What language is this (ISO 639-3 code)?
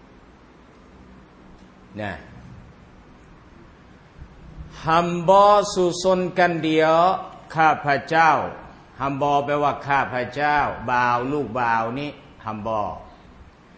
tha